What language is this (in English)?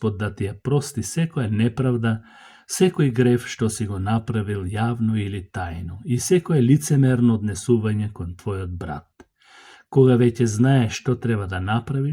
Macedonian